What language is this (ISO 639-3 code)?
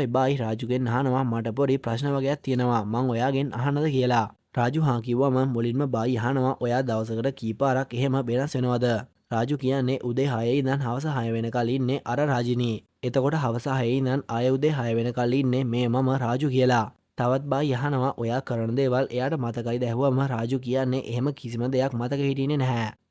sin